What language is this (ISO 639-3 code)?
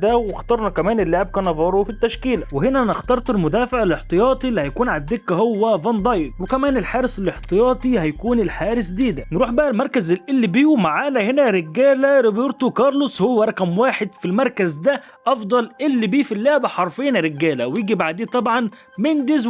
arz